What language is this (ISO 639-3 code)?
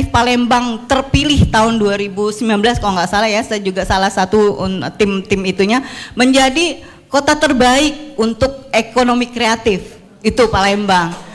ind